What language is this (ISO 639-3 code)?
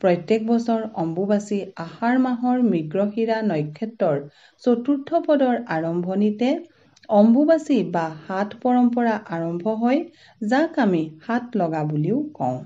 asm